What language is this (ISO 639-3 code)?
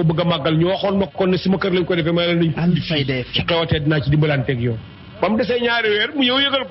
wol